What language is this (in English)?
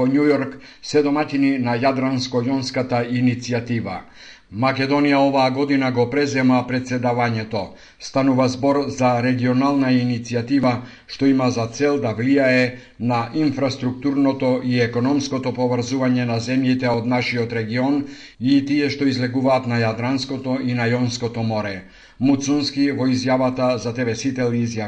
Macedonian